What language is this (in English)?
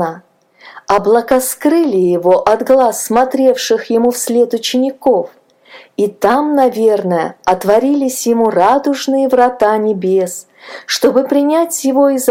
Russian